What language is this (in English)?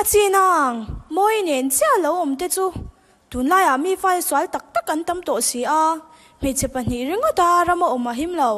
Mizo